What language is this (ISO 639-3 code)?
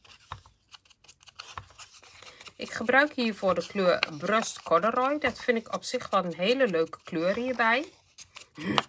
nld